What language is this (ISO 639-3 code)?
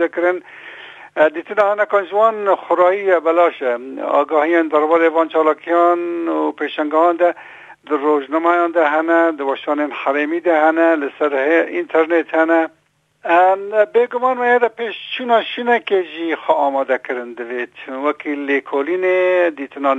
kur